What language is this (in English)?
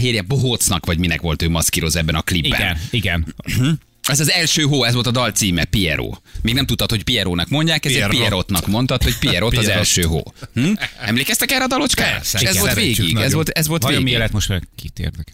Hungarian